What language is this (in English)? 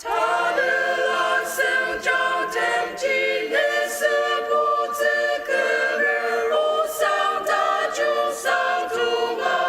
Ao Naga